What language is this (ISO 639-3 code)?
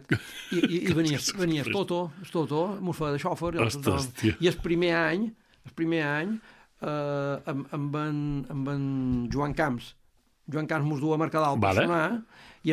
cat